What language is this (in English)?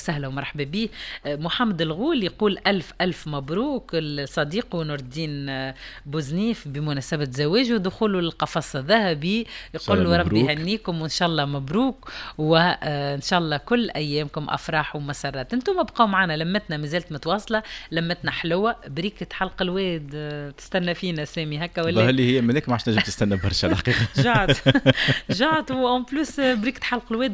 Tunisian Arabic